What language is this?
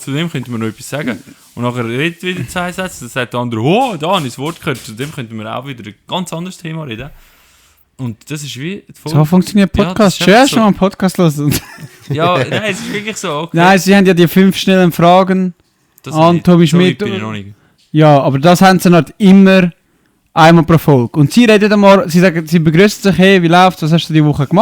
Swiss German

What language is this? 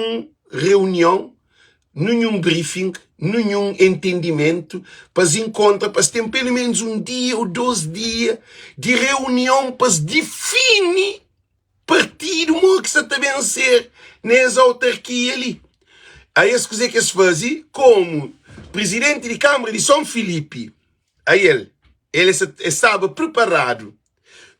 Kabuverdianu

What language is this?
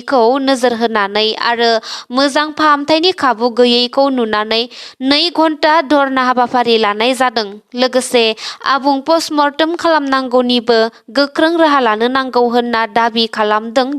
Bodo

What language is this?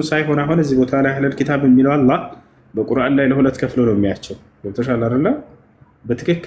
Amharic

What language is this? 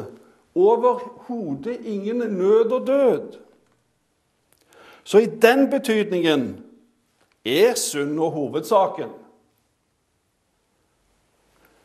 Norwegian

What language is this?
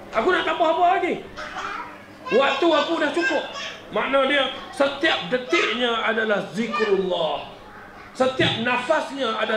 Malay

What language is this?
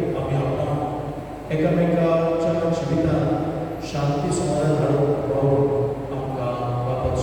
Konkani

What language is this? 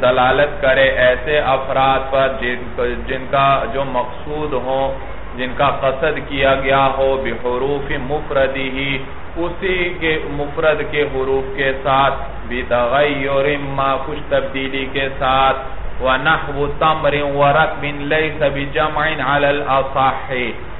Urdu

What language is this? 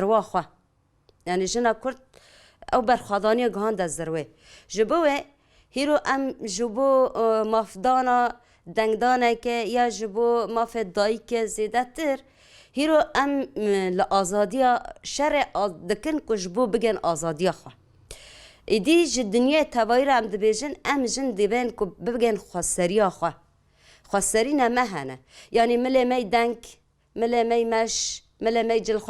Kurdish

